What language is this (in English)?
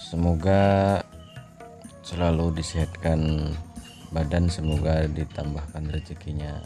Banjar